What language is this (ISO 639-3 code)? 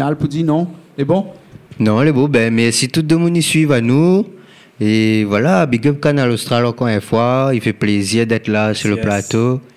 rcf